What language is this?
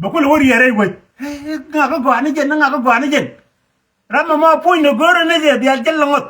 Nuer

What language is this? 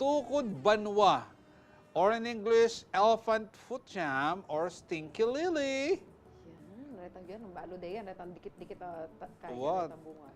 Pampanga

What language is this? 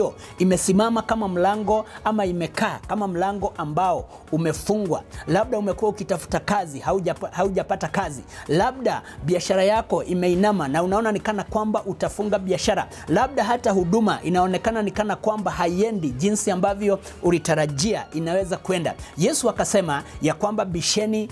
Swahili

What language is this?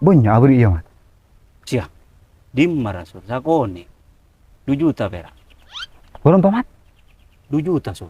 Madurese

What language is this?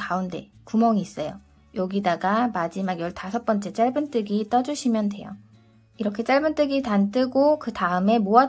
Korean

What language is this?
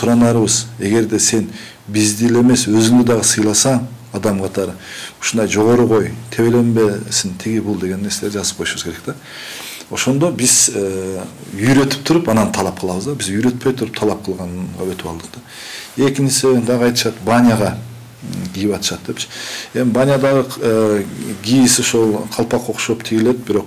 Kyrgyz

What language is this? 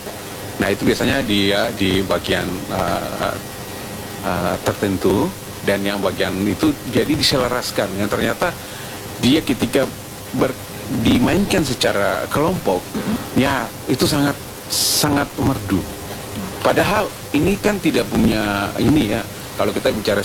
Indonesian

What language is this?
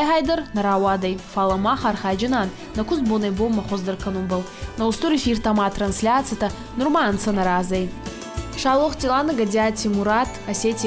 Ossetic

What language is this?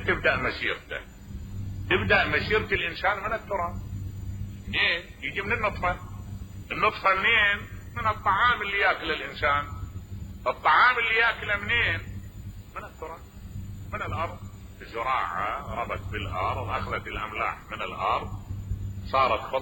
Mesopotamian Arabic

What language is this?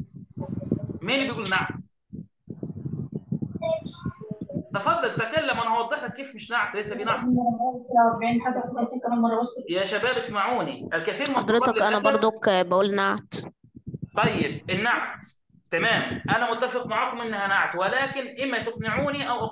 Egyptian Arabic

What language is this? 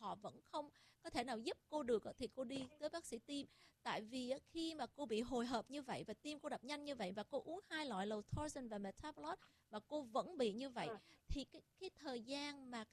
Vietnamese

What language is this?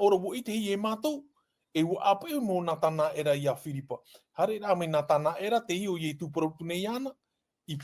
Tahitian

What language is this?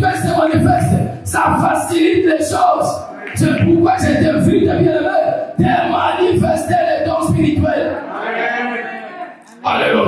French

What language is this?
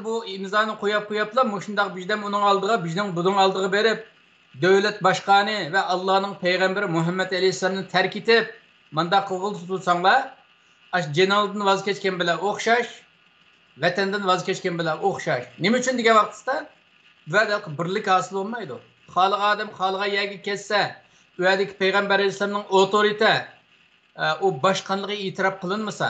Uyghur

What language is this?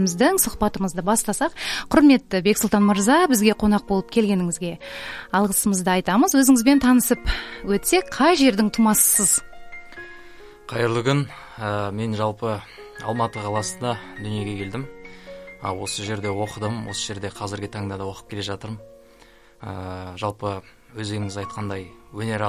Kazakh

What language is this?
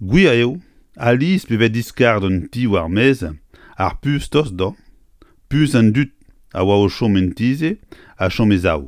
Breton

